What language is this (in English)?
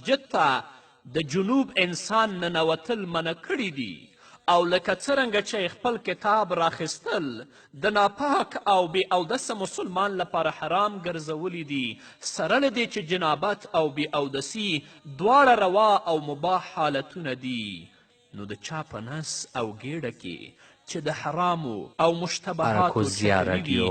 Pashto